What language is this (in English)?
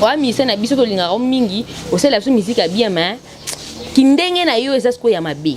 Lingala